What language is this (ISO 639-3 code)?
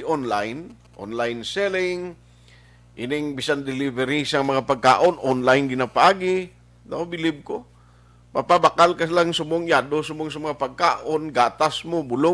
hil